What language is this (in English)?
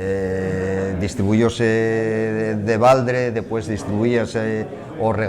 Asturian